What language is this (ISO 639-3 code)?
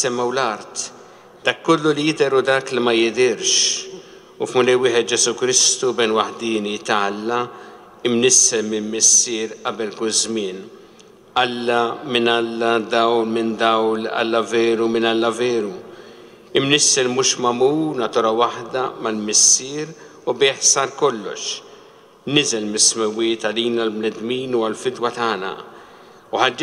mlt